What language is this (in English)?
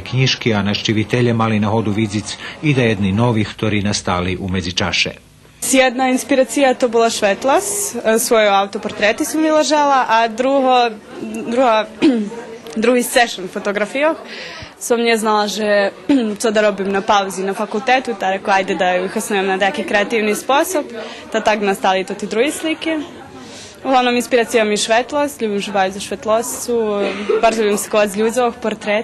Rusyn